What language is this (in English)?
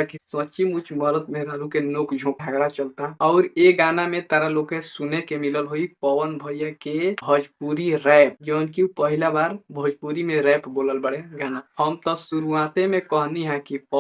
Bhojpuri